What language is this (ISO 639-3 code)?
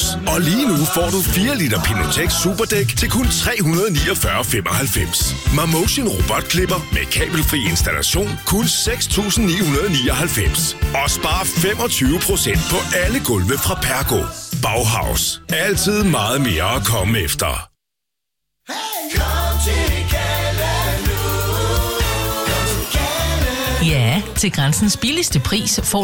dan